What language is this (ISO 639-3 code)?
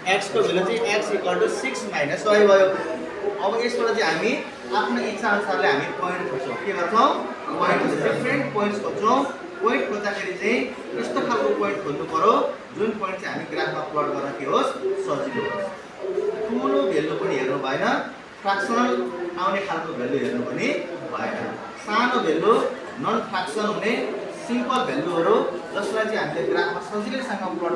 nep